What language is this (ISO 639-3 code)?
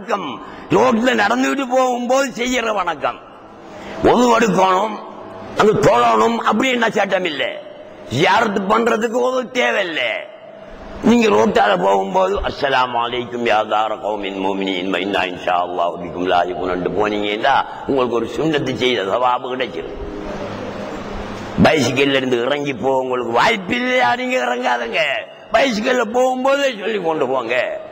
tam